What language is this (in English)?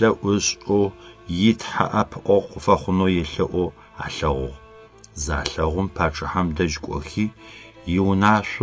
Adyghe